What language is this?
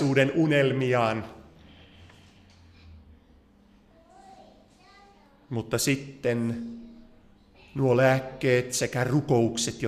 Finnish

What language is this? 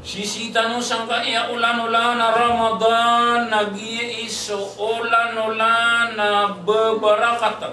Maranao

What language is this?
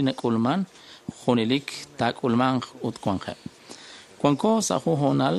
Kekchí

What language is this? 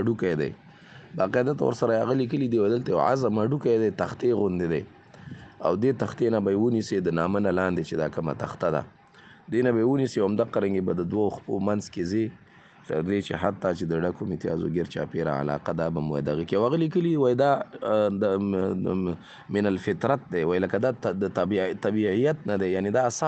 Pashto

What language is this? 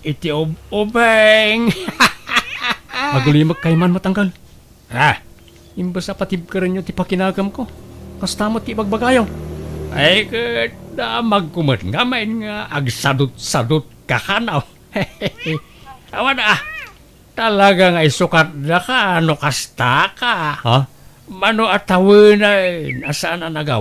Iloko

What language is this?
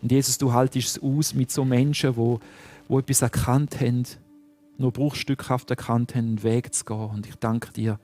Swiss German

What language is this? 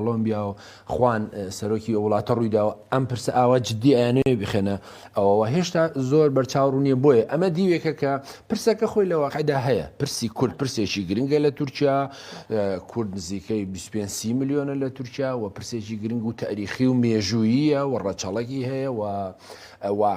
Central Kurdish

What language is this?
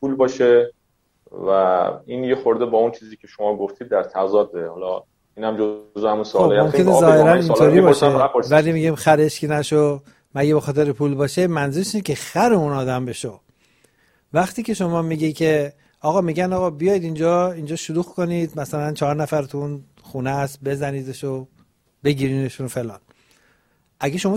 Persian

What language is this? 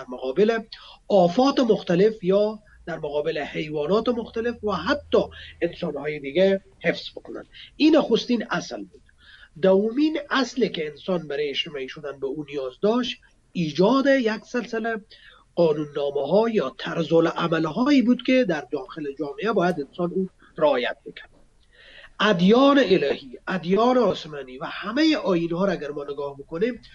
Persian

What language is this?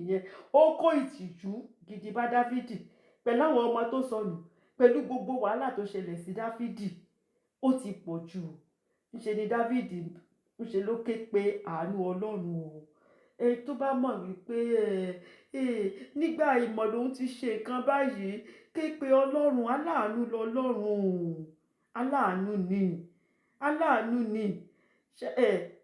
Yoruba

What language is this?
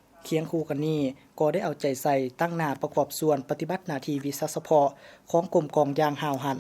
Lao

